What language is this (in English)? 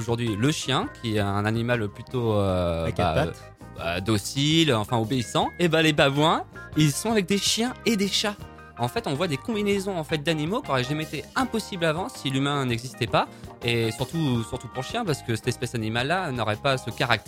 French